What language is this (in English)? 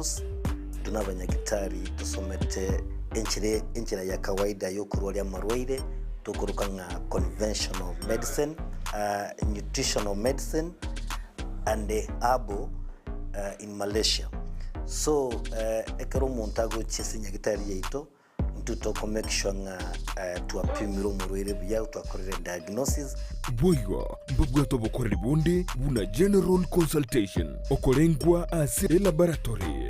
Gusii